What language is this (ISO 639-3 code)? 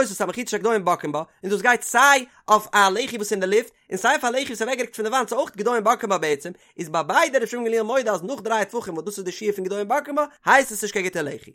yid